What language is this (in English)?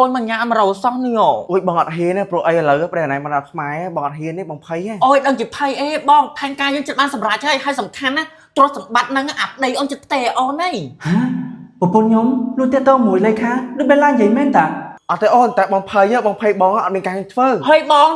Khmer